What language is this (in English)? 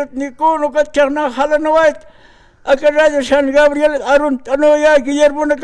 Aymara